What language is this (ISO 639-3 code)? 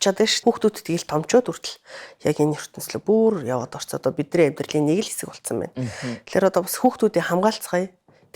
mon